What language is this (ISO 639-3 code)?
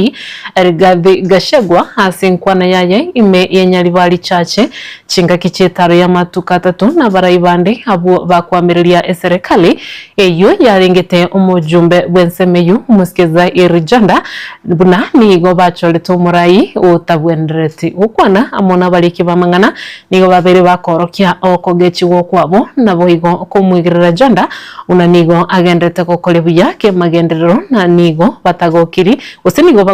guz